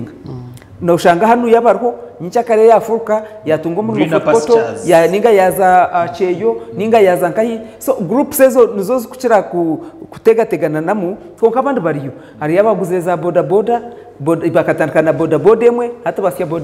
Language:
Nyankole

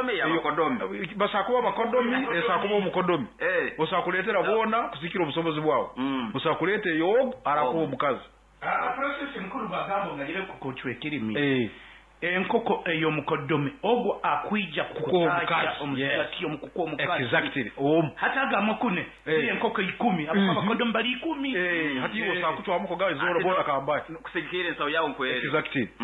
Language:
Nyoro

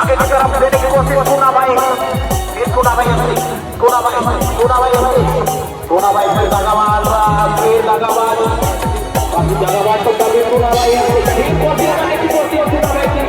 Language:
Santali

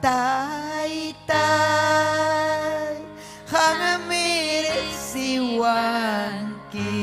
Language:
Ayacucho Quechua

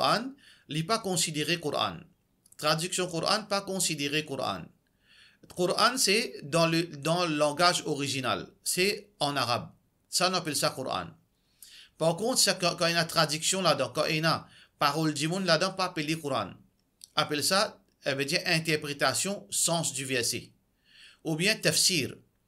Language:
Morisyen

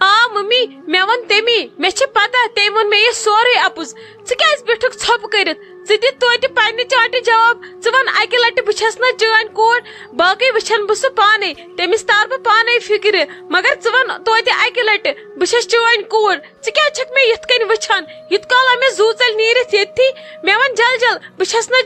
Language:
Kashmiri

